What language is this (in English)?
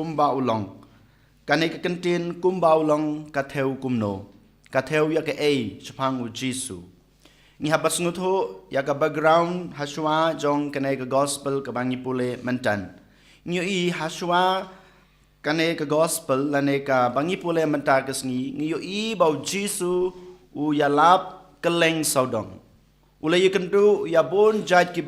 Khasi